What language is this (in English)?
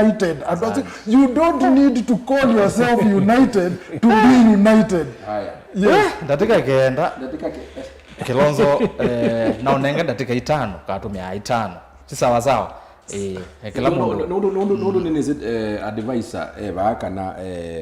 Kamba